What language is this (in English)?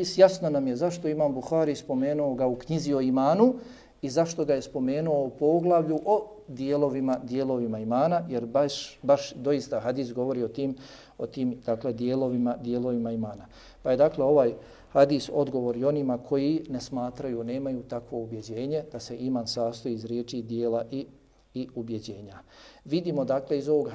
Bosnian